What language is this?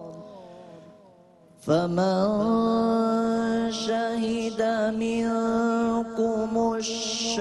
Arabic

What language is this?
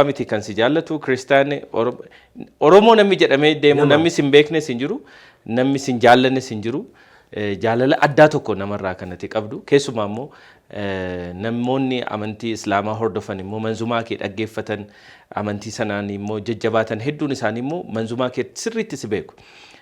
Oromo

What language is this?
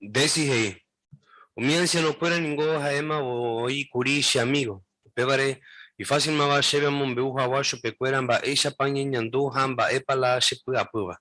Guarani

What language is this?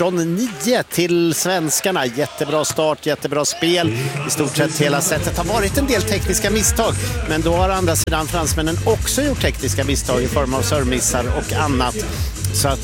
Swedish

